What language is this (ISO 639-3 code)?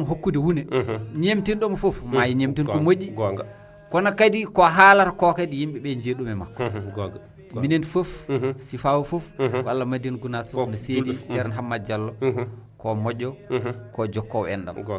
ful